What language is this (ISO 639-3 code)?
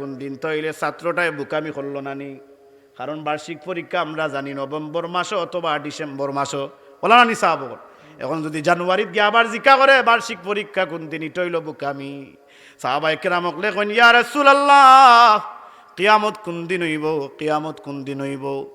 syl